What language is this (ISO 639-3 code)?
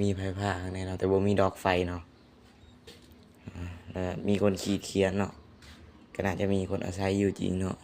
lao